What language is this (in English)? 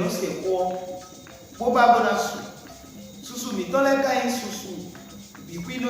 Fon